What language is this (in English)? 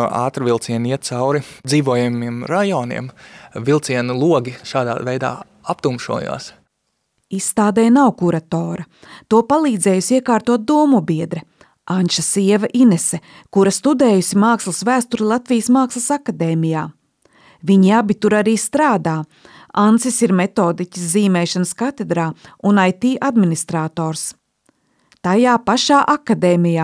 Latvian